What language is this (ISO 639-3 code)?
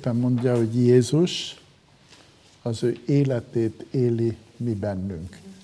hun